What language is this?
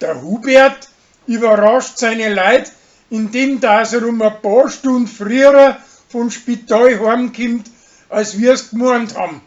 Bavarian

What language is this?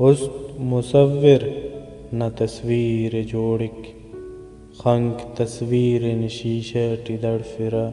Brahui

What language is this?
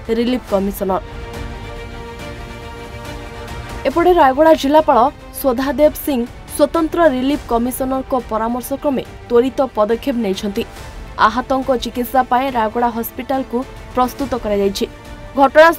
Odia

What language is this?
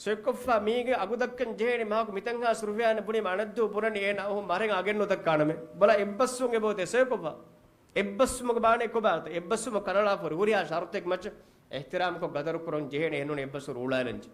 Divehi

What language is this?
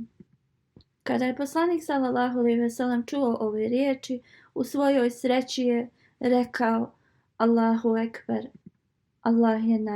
Bosnian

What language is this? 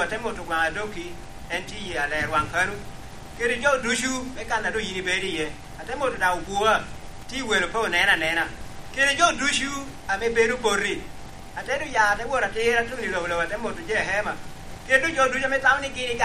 Lango (Uganda)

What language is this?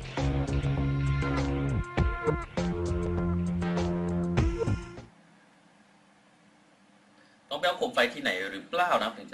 Thai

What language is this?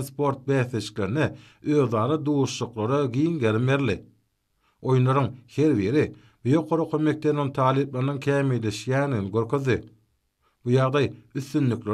Turkmen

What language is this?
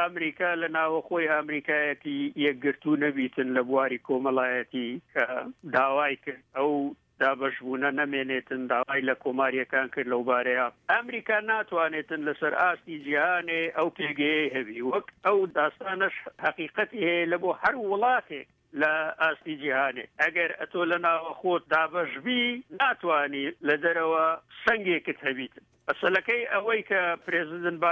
Central Kurdish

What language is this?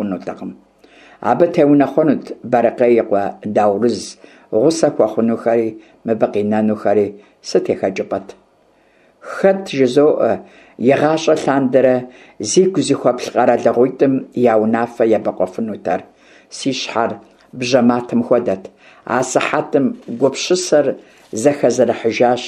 Kabardian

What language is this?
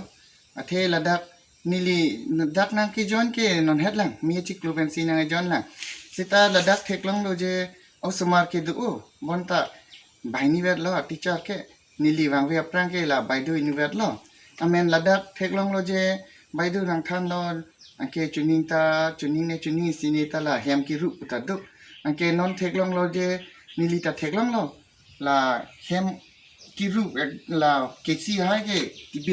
Karbi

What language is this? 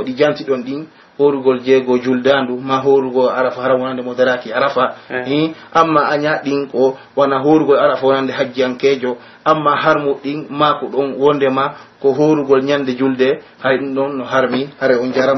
Pular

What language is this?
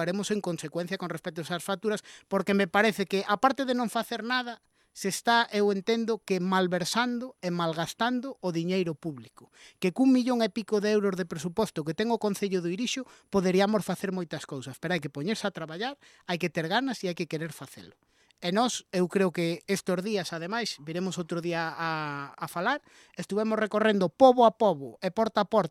Galician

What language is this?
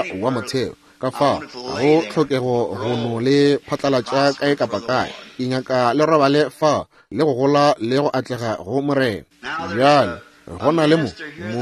Northern Sotho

